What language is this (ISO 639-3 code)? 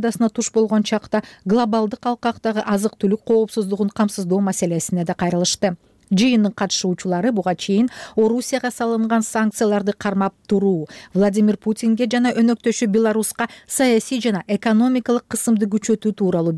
kir